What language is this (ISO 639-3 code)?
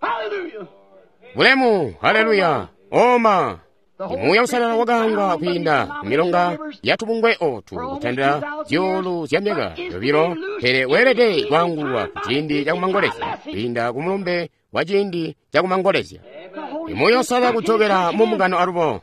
toi